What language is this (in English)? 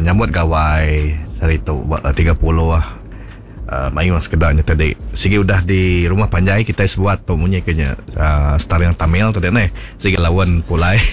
Iban